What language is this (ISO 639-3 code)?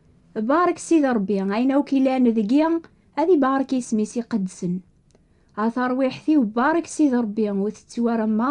kab